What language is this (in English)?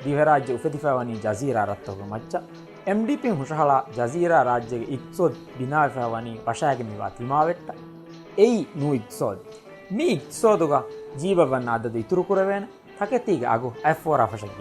Divehi